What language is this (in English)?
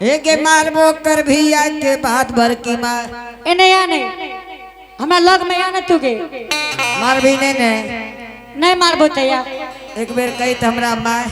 Angika